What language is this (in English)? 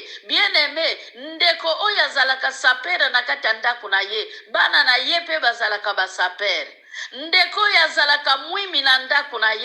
Lingala